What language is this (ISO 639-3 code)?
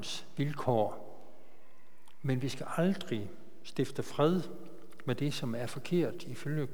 dan